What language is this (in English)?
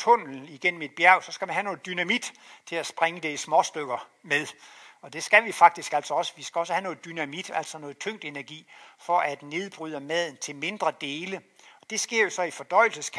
Danish